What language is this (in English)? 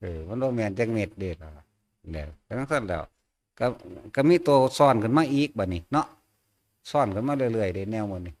Northeastern Thai